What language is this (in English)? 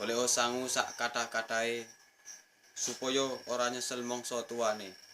Javanese